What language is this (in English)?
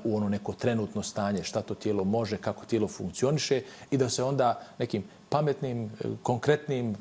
Bosnian